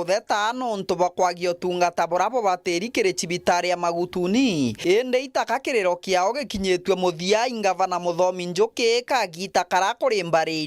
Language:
Meru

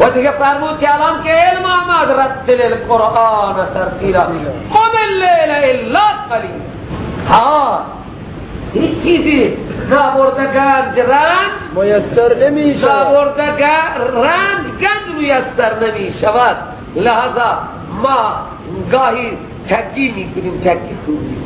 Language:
Persian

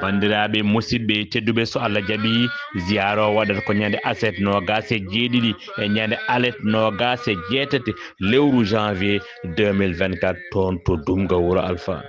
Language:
Fula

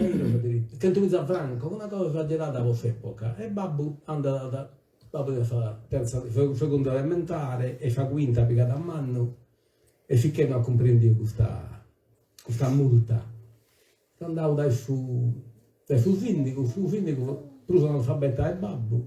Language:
Sardinian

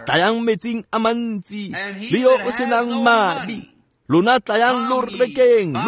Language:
Tswana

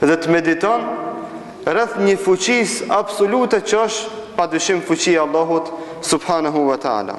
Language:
Albanian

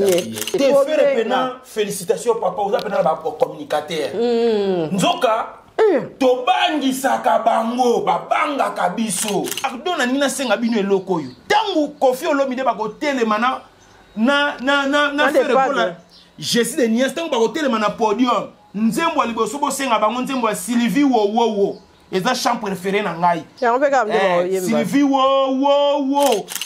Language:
Lingala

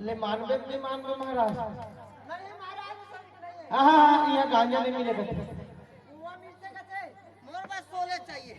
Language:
Chhattisgarhi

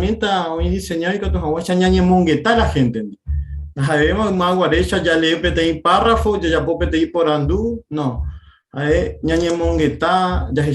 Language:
Guarani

